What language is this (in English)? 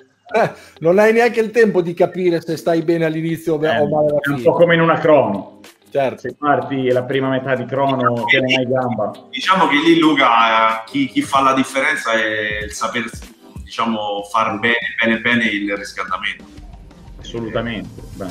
Italian